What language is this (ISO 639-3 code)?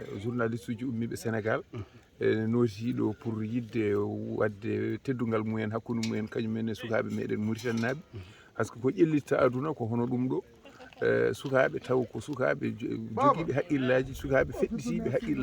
ful